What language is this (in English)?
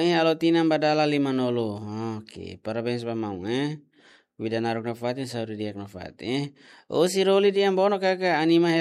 Tetum